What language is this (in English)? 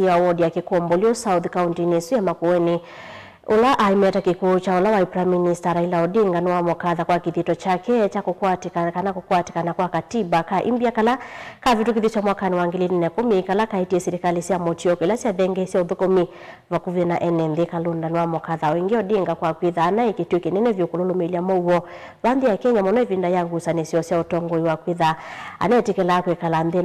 Kamba